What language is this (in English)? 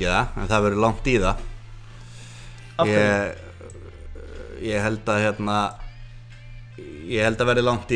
Icelandic